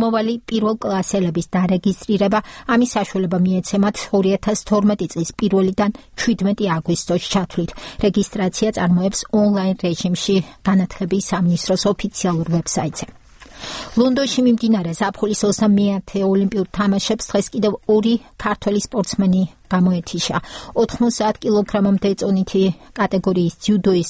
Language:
Georgian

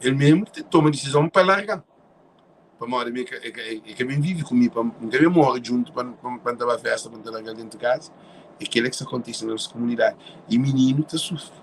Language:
Kabuverdianu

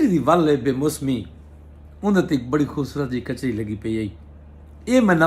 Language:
Saraiki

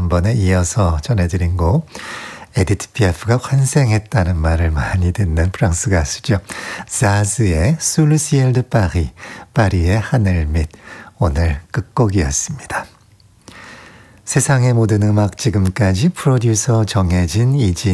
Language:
Korean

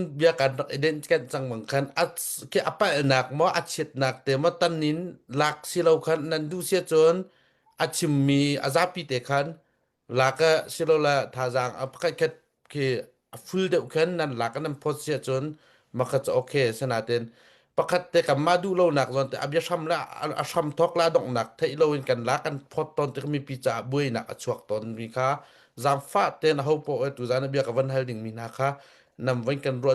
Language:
Hakha Chin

